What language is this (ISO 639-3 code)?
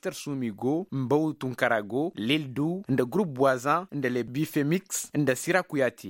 ses